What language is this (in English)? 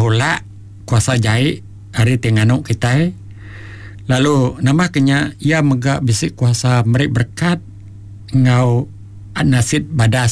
Iban